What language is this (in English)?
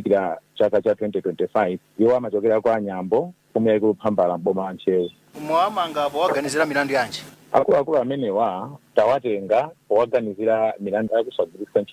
Nyanja